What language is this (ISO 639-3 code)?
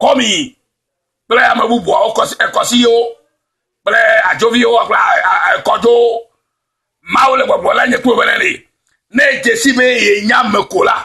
ewe